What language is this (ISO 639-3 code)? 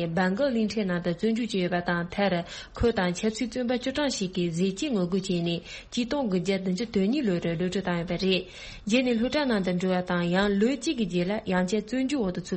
bod